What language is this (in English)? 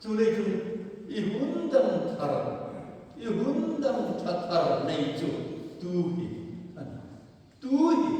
Hmar